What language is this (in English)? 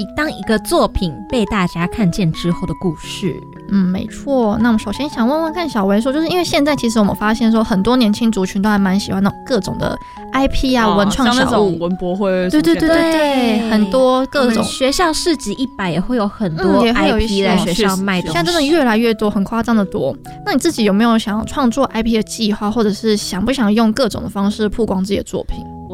Chinese